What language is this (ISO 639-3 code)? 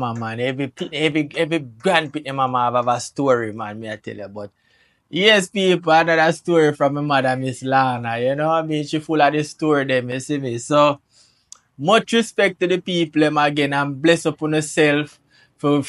jam